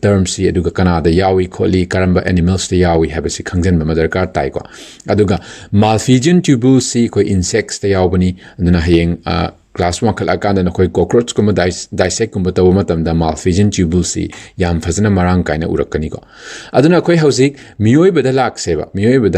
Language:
Manipuri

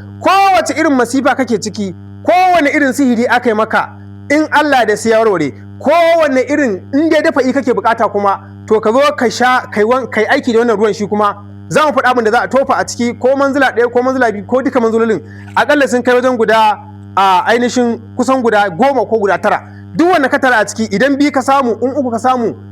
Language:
Hausa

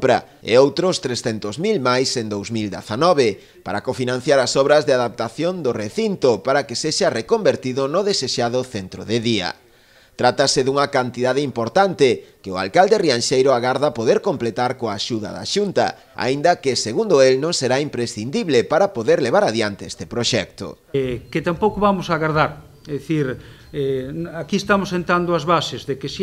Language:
Galician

